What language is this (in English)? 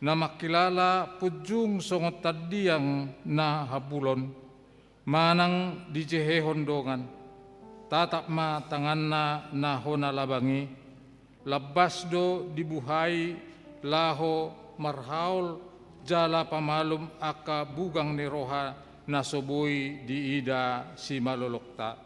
Batak Toba